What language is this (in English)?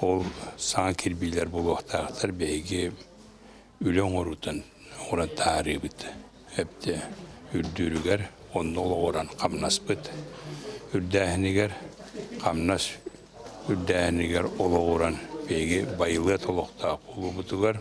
Yakut